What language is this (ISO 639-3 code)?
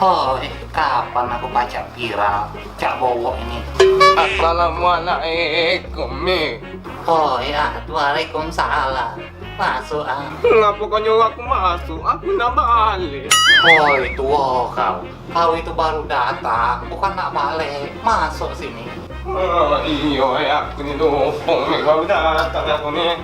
mui